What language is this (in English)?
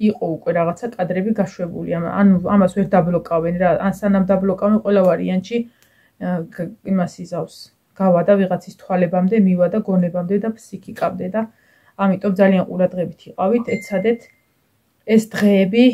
Georgian